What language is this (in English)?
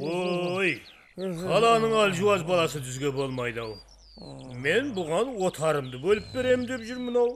Kara-Kalpak